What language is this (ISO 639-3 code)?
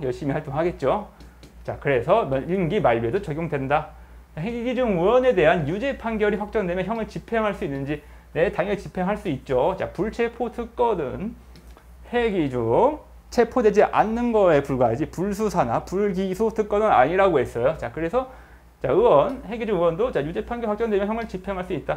kor